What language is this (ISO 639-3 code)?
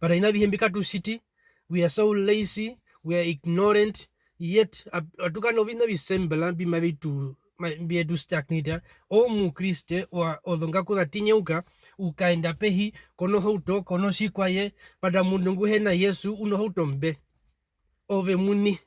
her